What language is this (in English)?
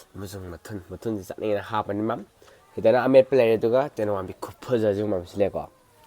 Manipuri